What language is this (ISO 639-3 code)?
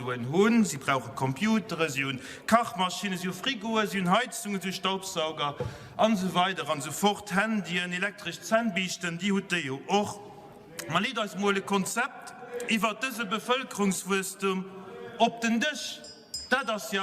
ltz